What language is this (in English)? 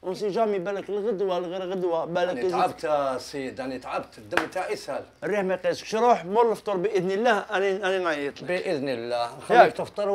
Algerian Arabic